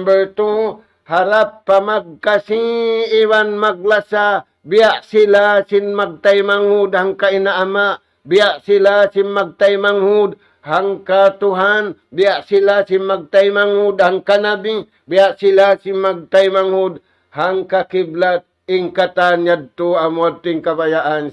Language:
Tausug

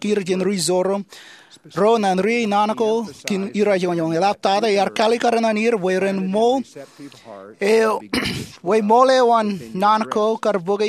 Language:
Marshallese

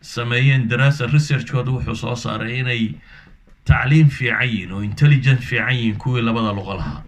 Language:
Somali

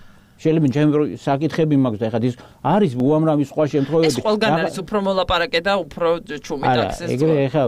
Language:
Georgian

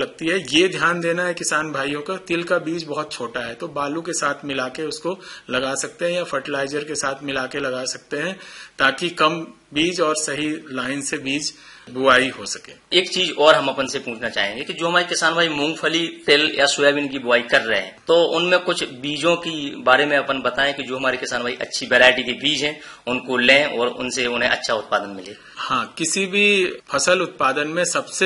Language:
Hindi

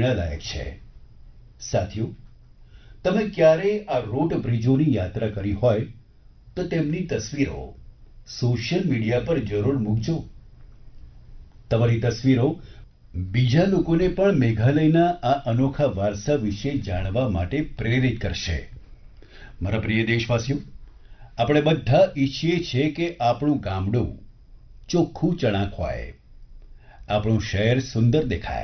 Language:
Gujarati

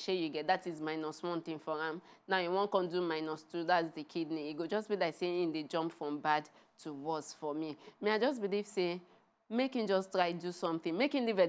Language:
Nigerian Pidgin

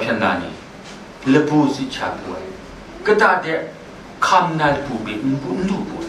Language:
Kachin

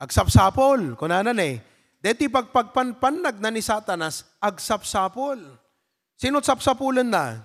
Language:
Iloko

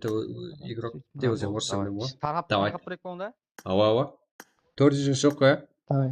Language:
Kara-Kalpak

